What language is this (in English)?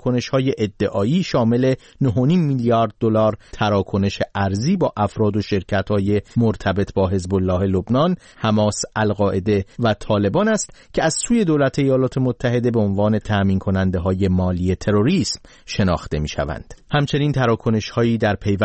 Persian